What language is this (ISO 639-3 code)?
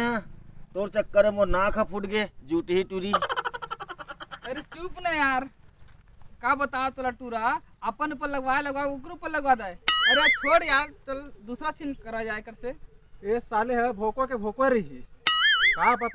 hne